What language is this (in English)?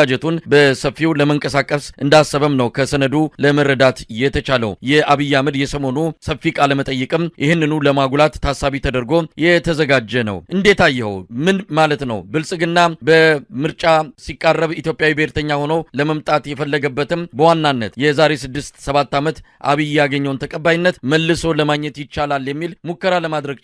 Amharic